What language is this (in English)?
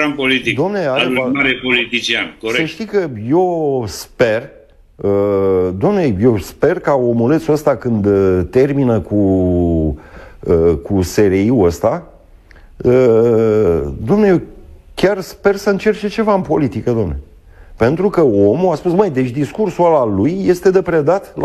Romanian